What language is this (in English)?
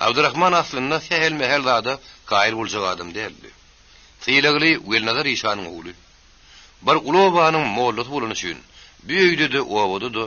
Turkmen